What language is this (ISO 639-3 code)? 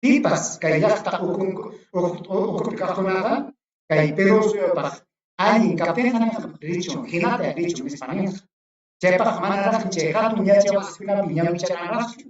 quy